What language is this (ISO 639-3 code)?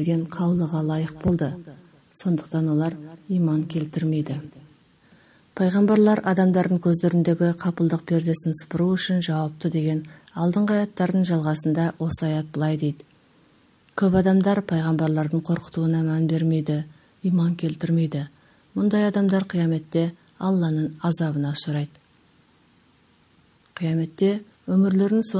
kaz